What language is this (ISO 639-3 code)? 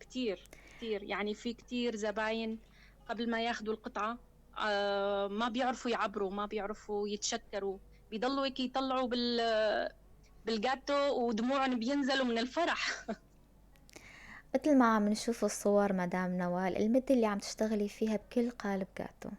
apc